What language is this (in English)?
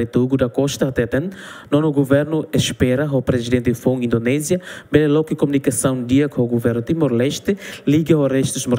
Tetum